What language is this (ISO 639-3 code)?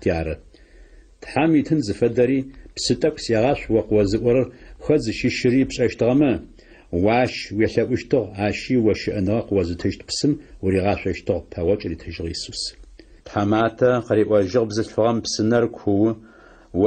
ady